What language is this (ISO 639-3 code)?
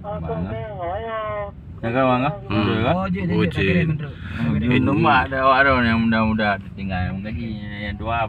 ace